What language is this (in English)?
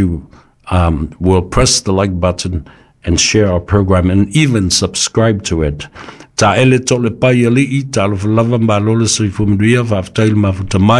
Samoan